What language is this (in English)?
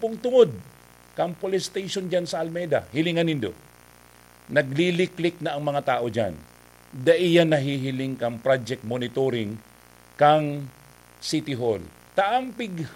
Bikol